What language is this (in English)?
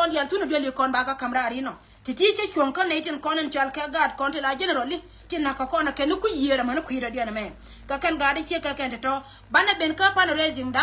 Nuer